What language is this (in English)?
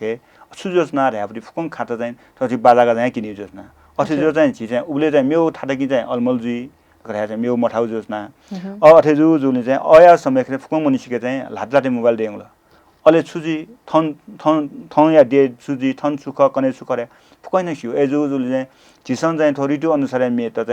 Newari